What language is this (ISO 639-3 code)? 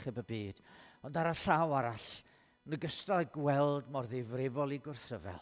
cym